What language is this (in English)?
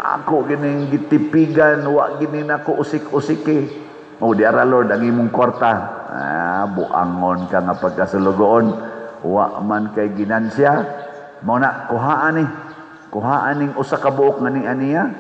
Cebuano